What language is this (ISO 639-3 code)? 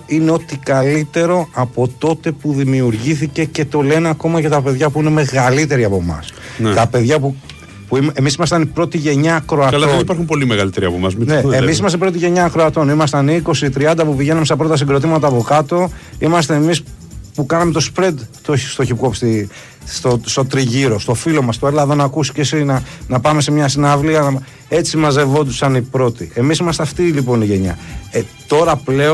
ell